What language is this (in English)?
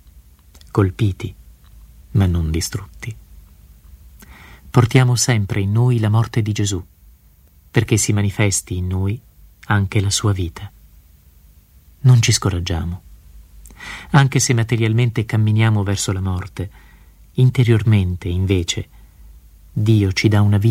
Italian